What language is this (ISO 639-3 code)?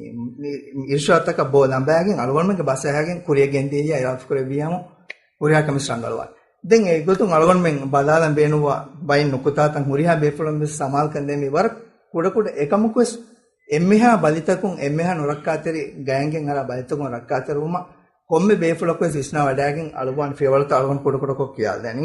div